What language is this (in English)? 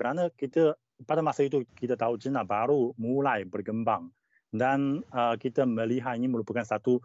Malay